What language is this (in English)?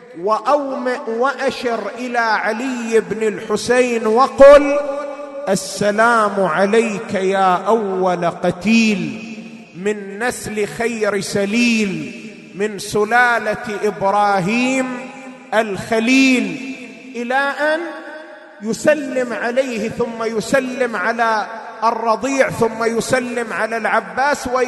Arabic